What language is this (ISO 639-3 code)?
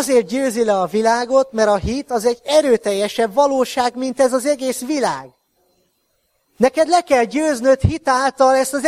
hun